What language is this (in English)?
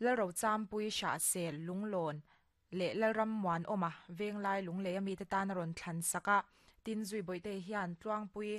Mizo